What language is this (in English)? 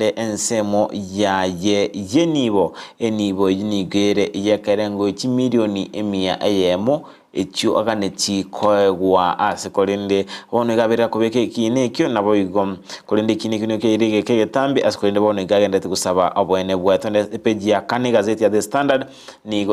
Gusii